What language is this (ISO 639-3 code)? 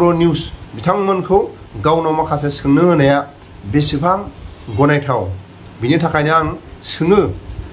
brx